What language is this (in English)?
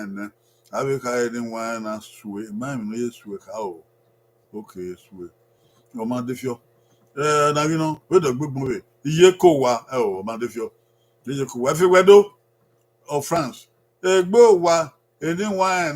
Bini